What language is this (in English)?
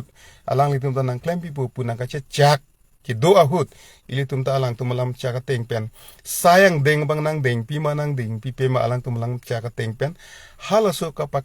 Karbi